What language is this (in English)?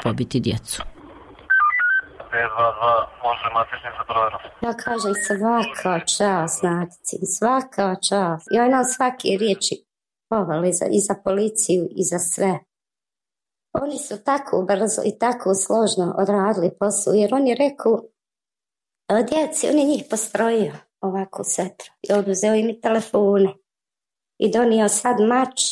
Croatian